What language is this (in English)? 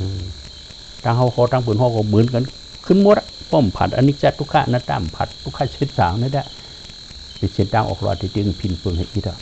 Shan